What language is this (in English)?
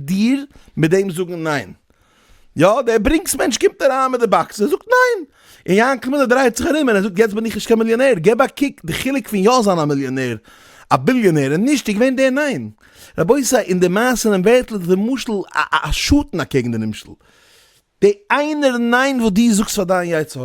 Yiddish